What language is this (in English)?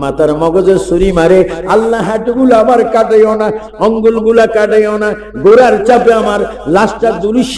Bangla